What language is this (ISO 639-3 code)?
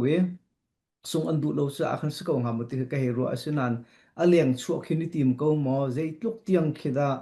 cnh